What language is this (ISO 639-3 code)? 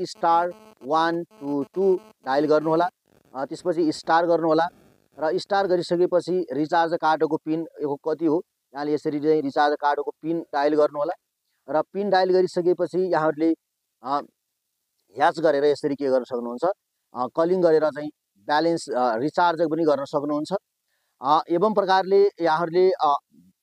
nep